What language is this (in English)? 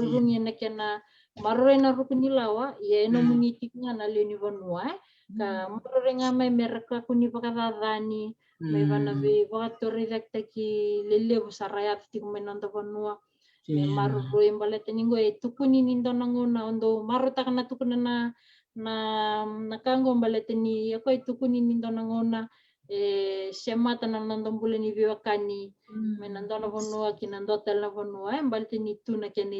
Fijian